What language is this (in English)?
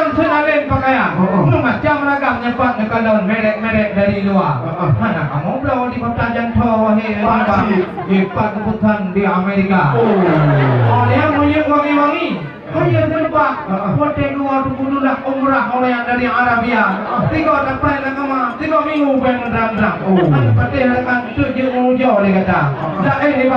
Achinese